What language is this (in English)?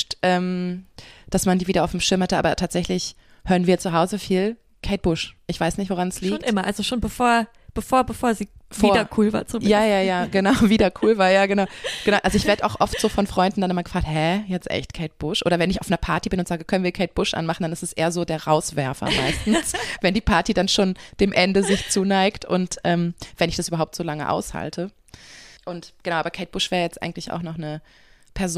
German